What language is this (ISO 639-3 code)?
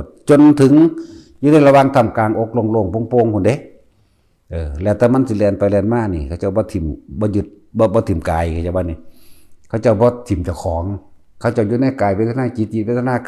tts